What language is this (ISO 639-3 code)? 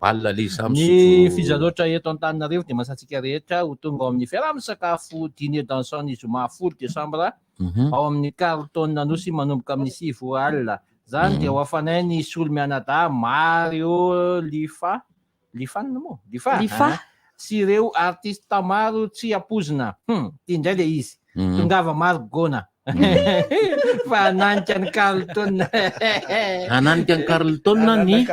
mlg